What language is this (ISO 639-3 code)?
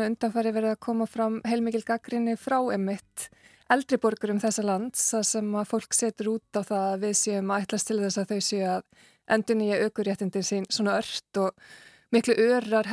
isl